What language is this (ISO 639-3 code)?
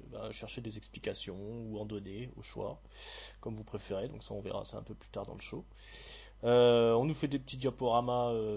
fra